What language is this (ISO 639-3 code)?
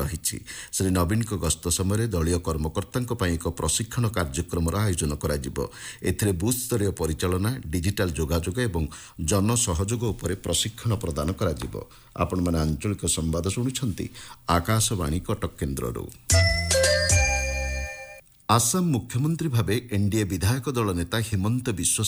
ori